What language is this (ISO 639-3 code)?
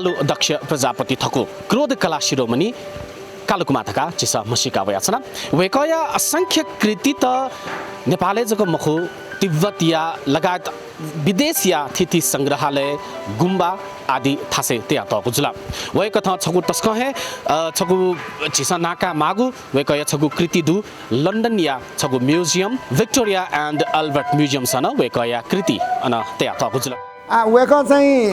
new